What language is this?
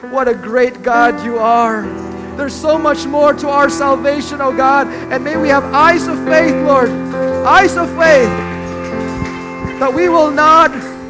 English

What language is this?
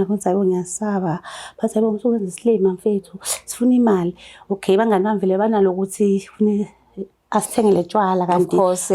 Zulu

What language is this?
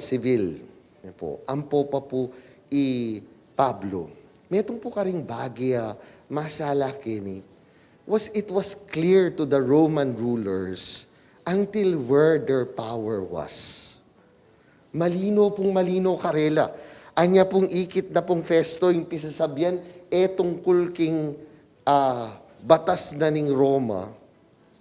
Pampanga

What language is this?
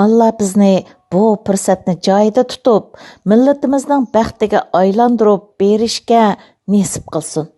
Uyghur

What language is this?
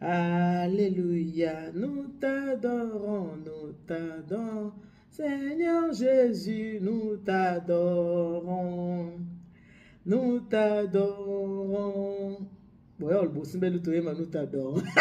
Lingala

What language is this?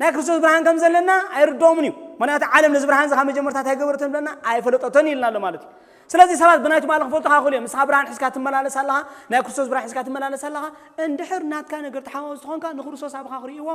Tigrinya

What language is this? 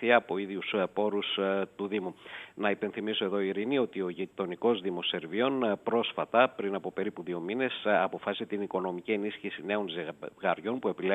Greek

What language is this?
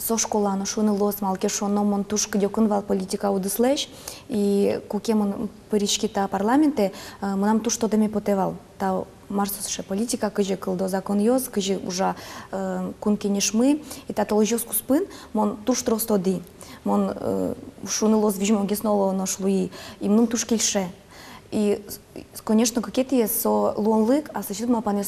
Udmurt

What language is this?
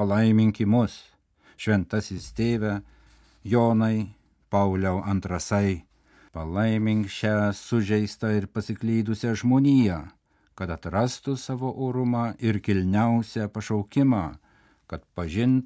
Lithuanian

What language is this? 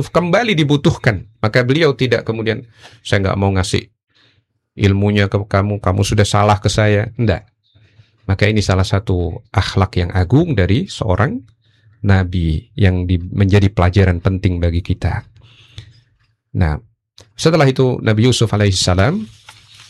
Indonesian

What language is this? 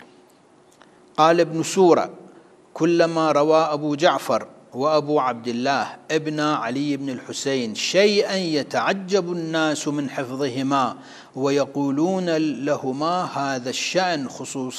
Arabic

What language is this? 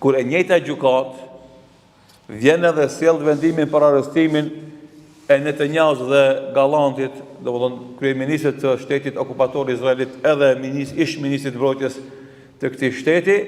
Albanian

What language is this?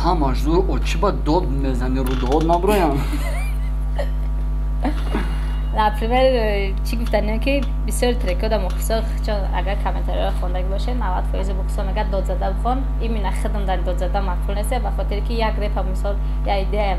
Tajik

